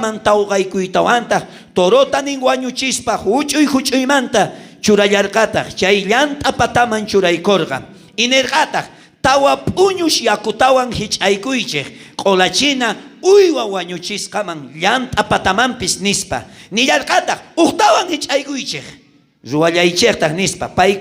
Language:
South Bolivian Quechua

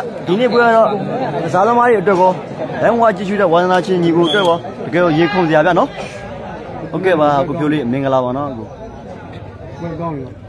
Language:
Burmese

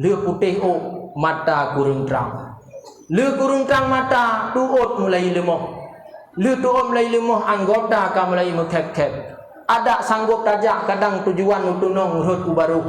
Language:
Achinese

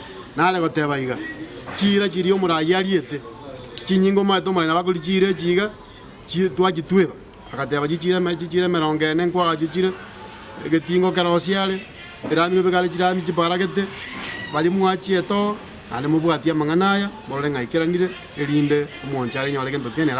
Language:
Gusii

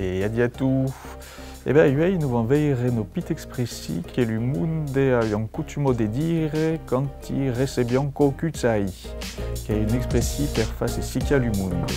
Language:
Occitan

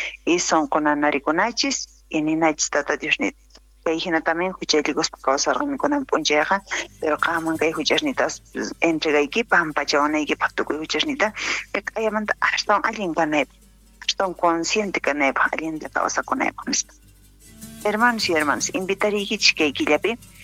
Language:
South Bolivian Quechua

